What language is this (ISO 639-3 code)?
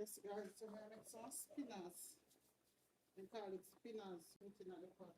jam